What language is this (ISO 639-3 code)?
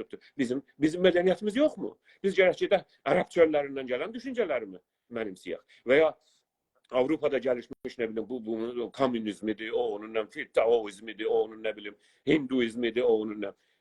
azb